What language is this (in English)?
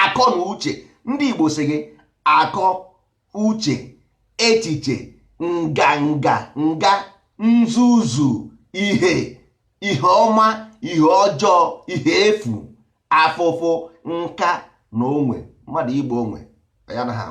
Igbo